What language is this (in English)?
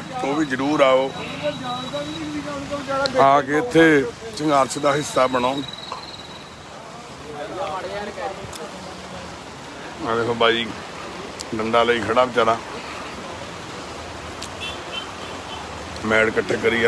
Punjabi